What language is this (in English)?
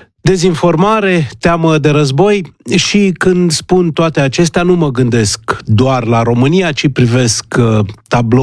Romanian